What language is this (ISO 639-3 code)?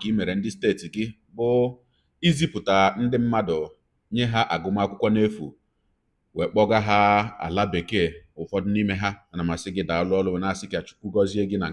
ibo